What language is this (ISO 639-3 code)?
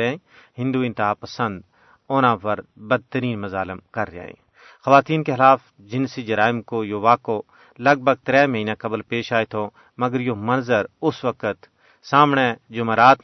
gju